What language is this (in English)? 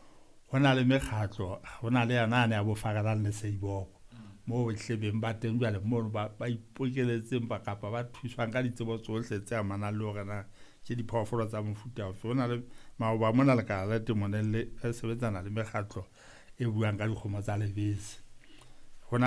Southern Sotho